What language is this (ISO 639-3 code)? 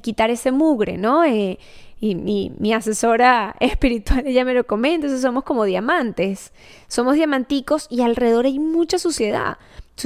spa